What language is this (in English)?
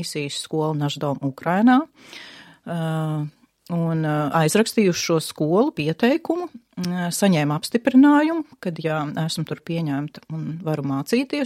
Latvian